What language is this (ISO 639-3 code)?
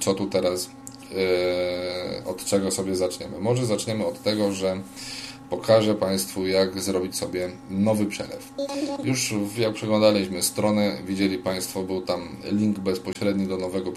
pol